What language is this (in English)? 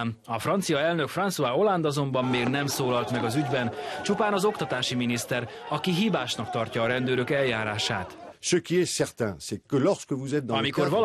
Hungarian